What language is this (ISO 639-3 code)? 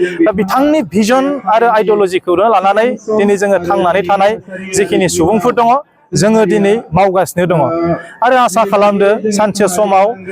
brx